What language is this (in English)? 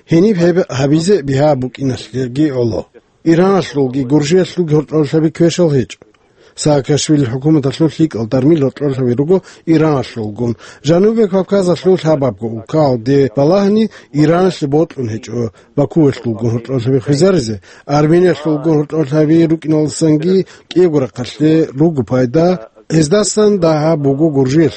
Avaric